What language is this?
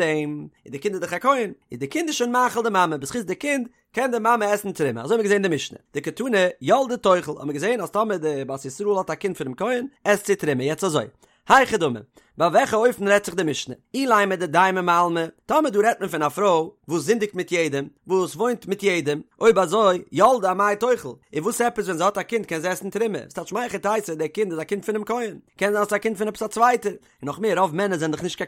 Yiddish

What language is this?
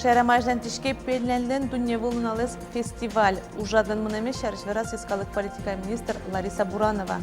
Udmurt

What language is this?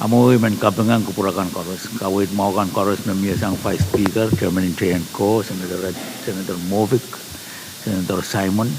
Pohnpeian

